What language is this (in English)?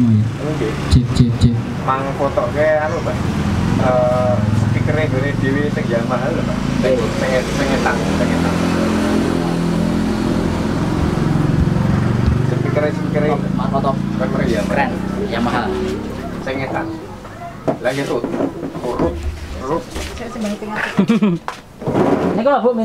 Indonesian